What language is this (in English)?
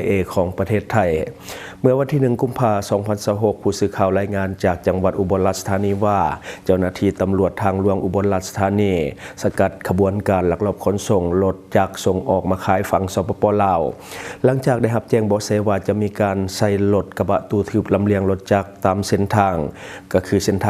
Lao